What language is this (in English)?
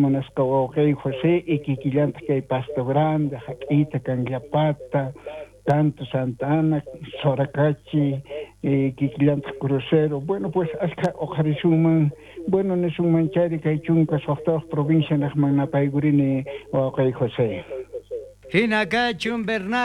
South Bolivian Quechua